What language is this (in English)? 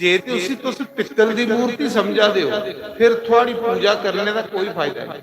Dogri